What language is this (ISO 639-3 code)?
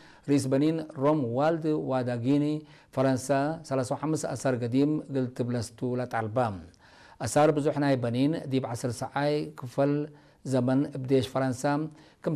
tig